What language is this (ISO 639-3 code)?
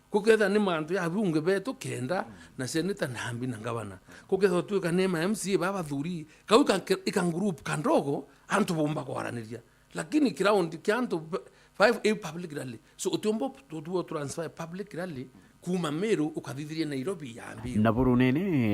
mer